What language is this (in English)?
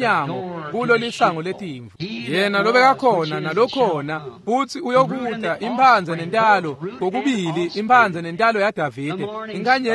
Swati